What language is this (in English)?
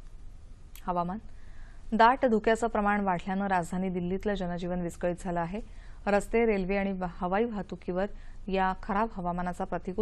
Marathi